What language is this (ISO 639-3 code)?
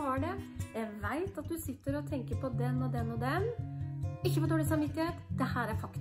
nor